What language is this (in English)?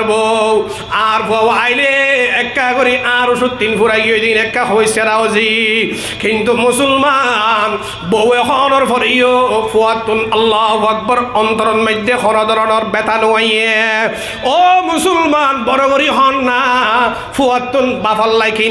Rohingya